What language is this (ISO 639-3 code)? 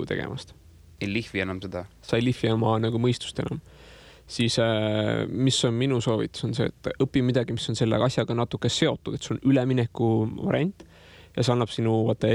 est